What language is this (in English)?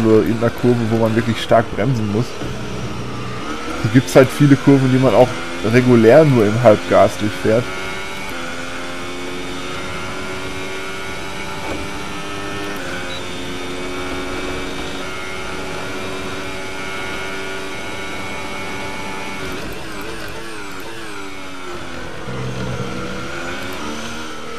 German